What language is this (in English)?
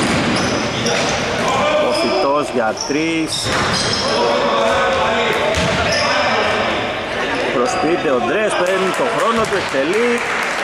Greek